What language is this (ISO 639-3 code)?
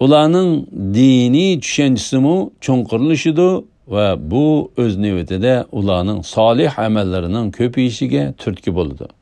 uig